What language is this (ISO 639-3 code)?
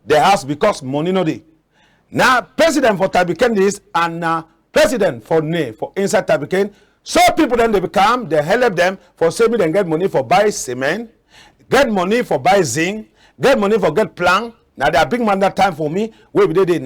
wes